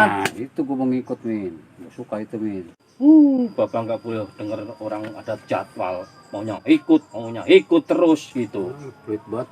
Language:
Betawi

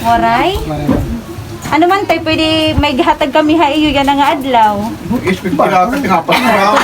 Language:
Waray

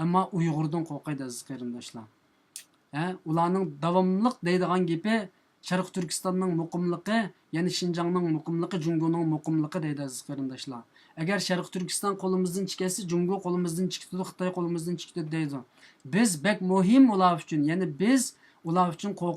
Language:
Uyghur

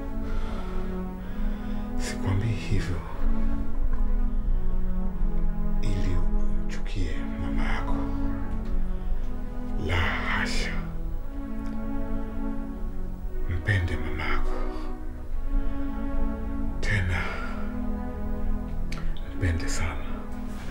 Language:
Swahili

